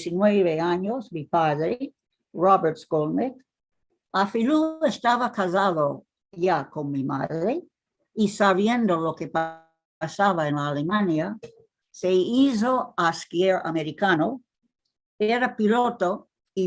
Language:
Ladino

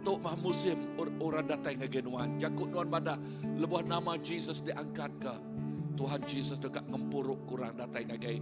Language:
Iban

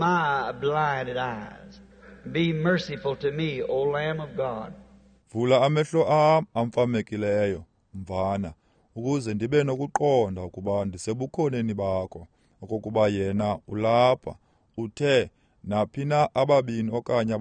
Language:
Xhosa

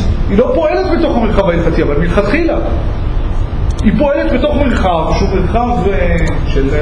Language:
Hebrew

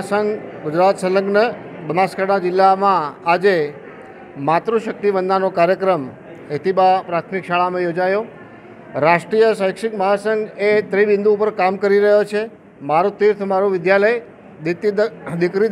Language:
Gujarati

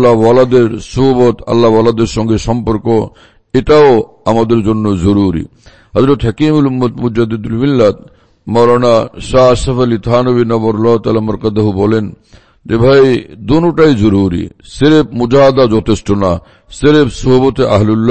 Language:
Bangla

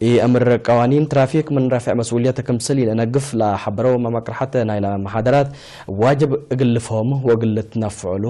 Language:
Tigre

